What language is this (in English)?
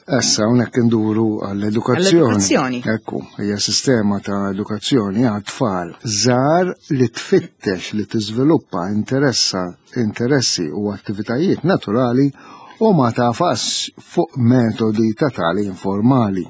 Maltese